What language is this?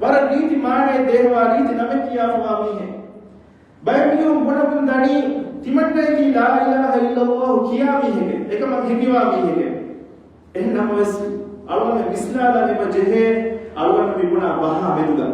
Divehi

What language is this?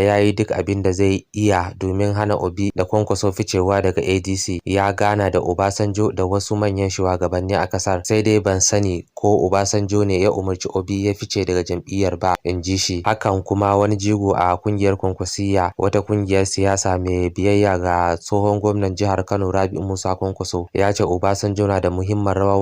Hausa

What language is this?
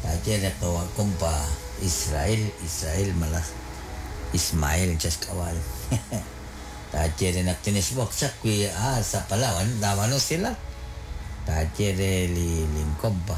Kekchí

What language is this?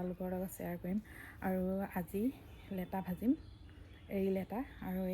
Assamese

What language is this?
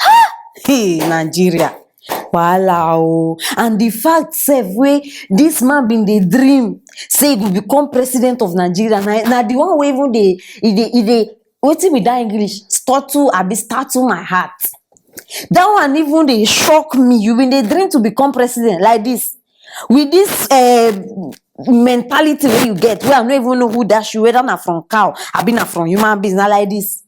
Nigerian Pidgin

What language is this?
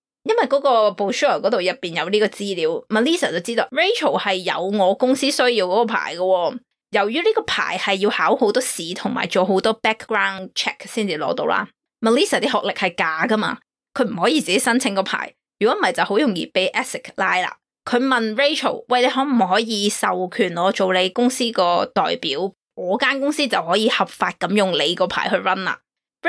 Cantonese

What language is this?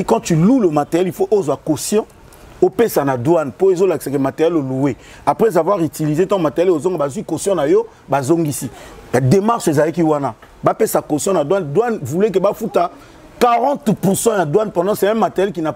Lingala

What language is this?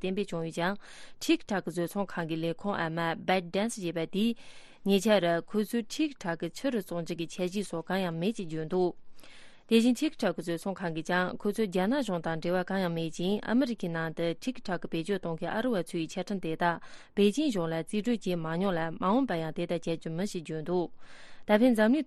Tibetan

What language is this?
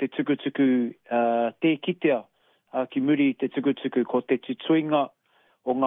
Māori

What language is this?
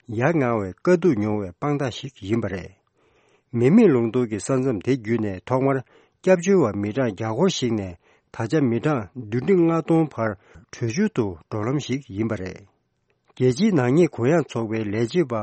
Tibetan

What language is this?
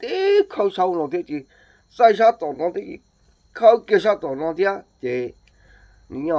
Hmong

